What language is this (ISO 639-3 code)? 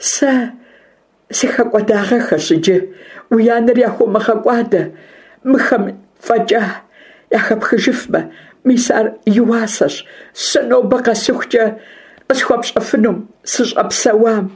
kbd